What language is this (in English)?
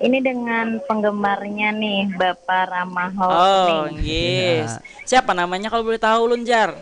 Banjar